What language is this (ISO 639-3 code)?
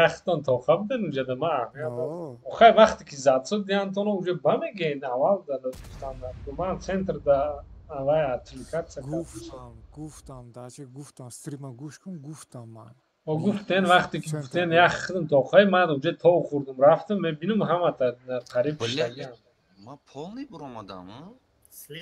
tgk